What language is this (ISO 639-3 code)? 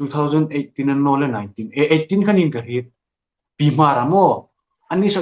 hmr